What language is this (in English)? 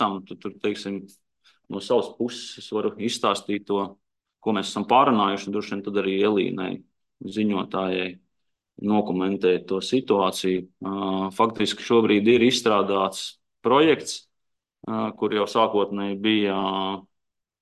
Latvian